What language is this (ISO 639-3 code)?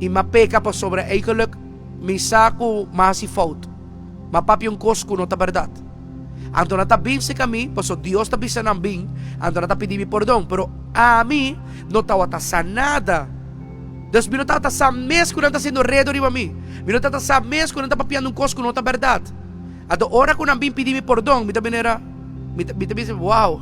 pap